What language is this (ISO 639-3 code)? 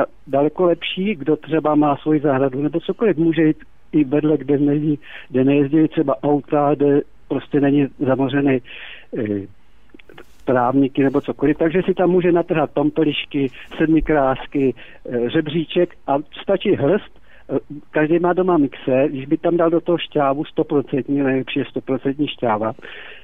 ces